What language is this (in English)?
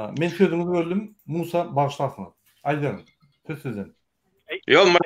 Turkmen